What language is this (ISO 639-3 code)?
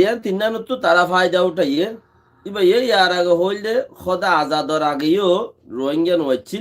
rhg